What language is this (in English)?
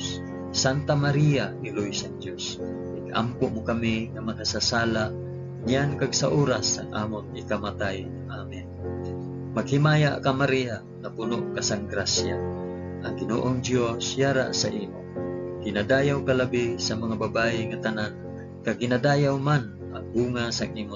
Hiligaynon